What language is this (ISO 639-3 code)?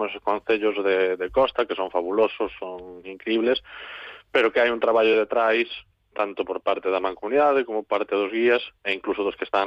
glg